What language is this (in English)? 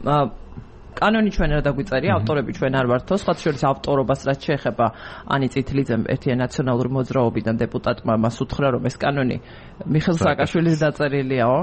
Georgian